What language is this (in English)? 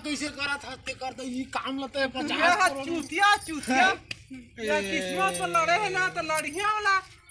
Chhattisgarhi